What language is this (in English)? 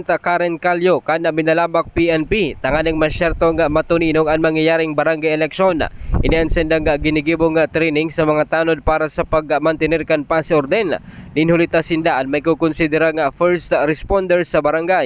Bikol